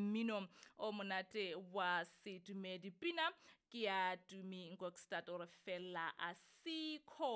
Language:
Southern Sotho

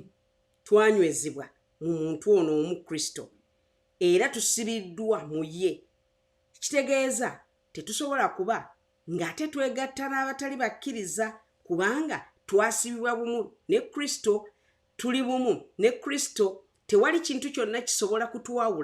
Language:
Ganda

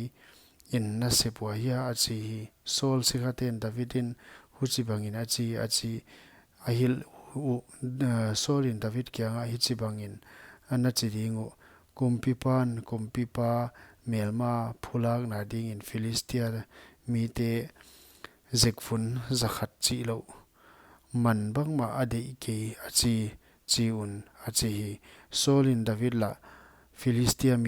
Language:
Paite Chin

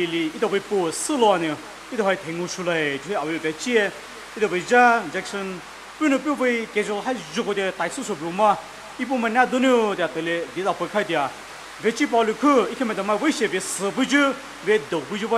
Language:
Poumei Naga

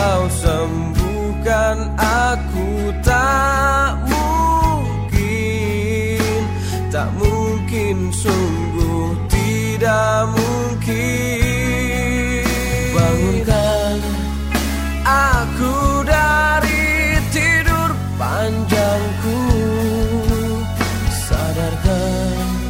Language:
Indonesian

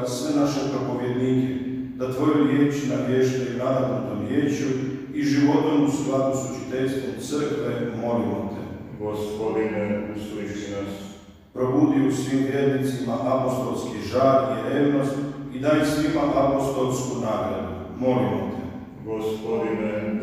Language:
Croatian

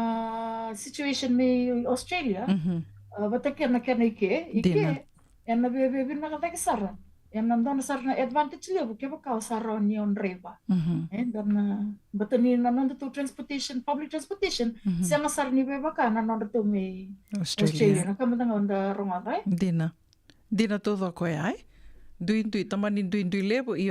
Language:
Fijian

